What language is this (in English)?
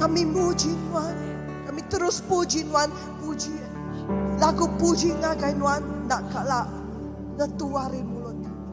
Iban